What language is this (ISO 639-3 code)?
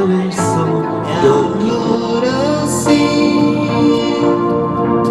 ita